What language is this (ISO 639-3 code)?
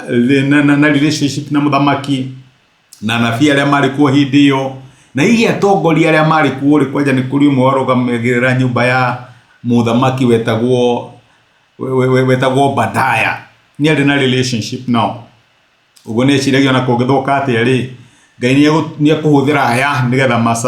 kik